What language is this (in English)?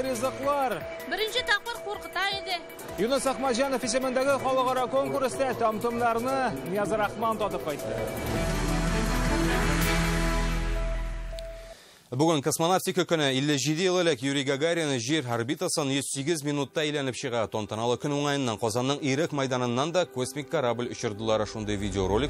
Tatar